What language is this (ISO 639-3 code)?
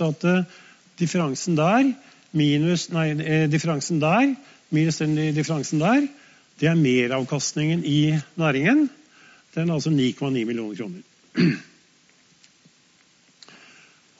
nor